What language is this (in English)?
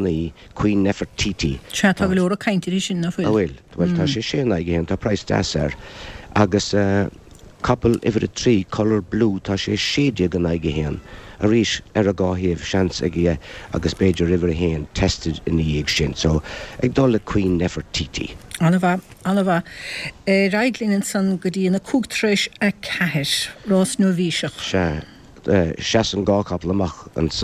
Irish